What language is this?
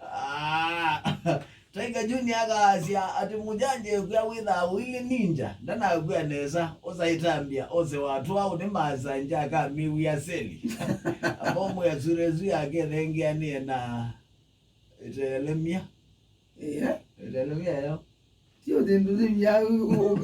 Kamba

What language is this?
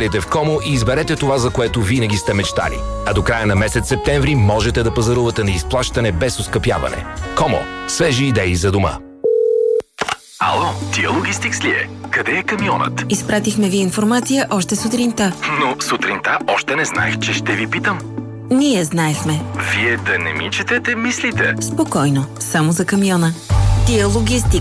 Bulgarian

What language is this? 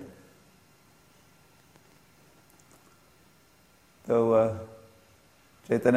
Hindi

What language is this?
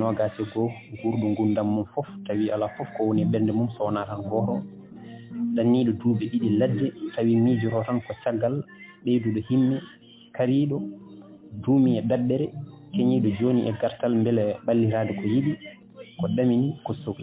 Fula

